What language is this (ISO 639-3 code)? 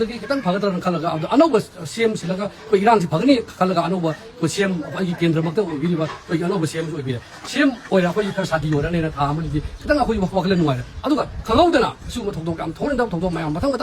mni